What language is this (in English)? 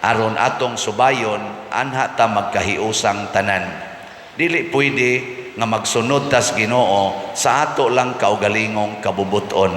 Cebuano